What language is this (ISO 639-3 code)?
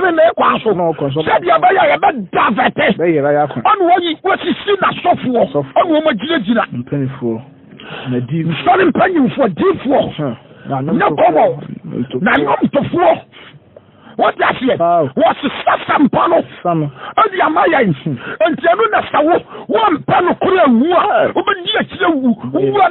aka